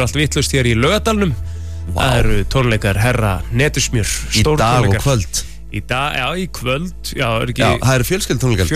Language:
Icelandic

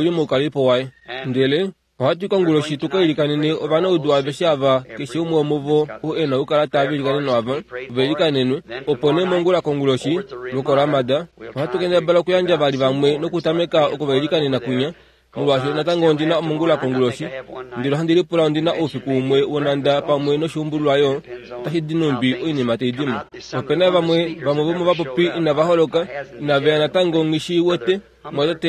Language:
Kuanyama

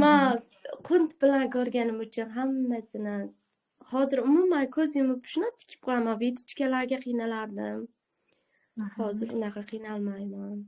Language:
Uzbek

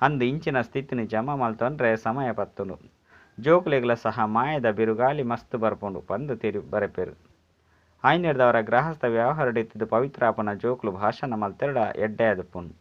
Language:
Tulu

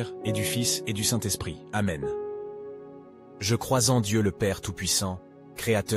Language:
French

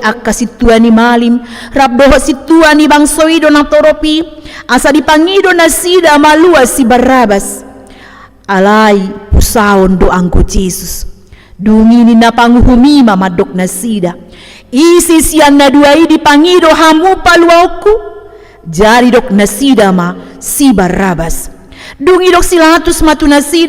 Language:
Batak Toba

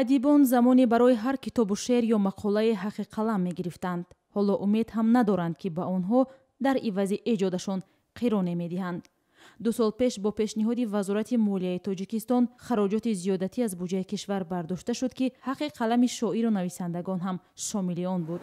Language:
Tajik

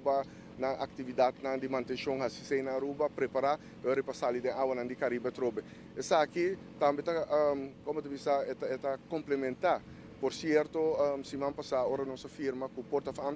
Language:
Papiamento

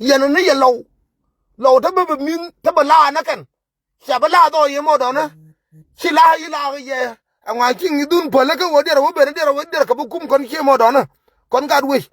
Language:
Nuer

